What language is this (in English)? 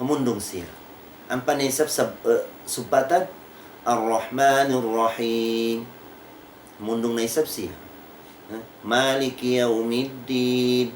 Tausug